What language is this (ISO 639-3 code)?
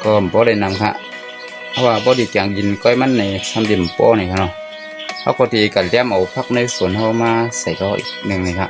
shn